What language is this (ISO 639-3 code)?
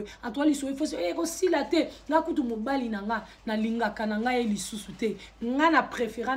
lin